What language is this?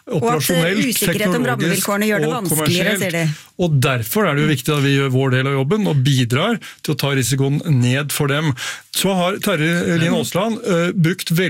Norwegian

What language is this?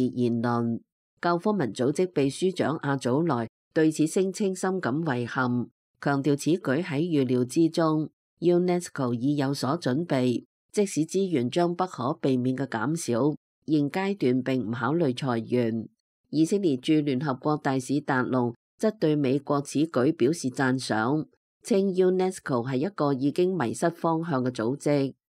Cantonese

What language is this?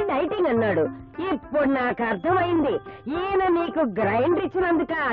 Telugu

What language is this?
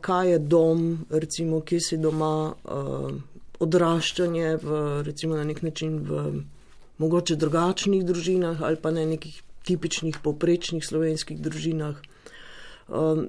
Slovenian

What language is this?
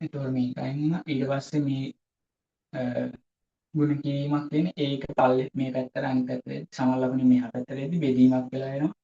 Sinhala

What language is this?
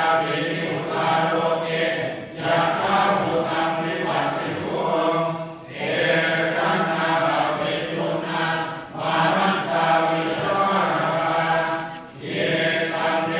Pali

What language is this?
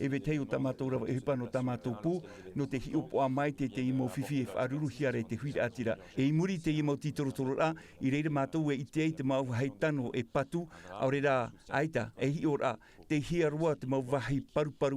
Tahitian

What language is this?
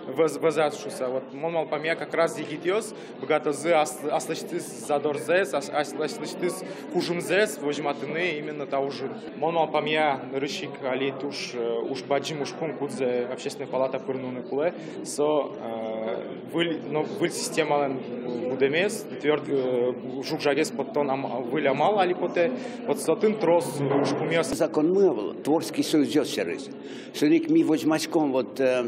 Udmurt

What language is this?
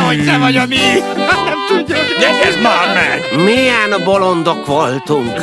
Hungarian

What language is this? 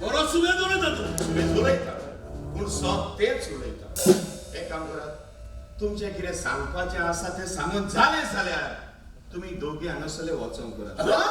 Konkani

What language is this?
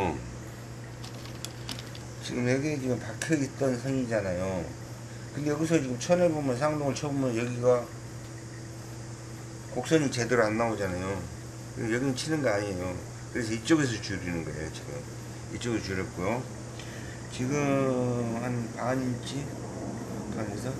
Korean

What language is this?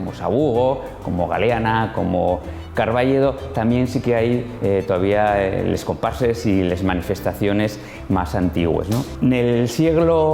Asturian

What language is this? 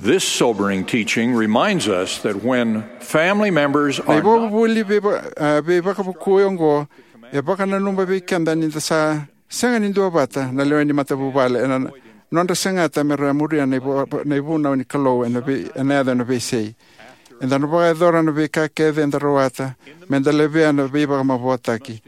Fijian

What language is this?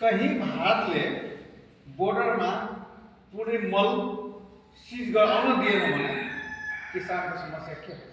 Nepali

